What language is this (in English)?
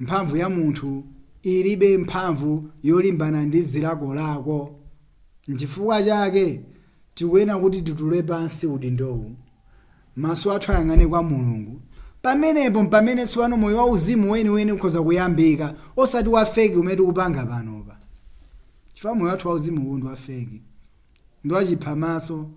Nyanja